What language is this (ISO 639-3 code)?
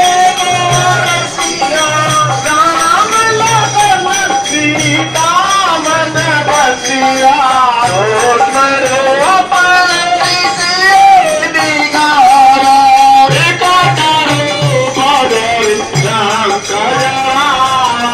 bho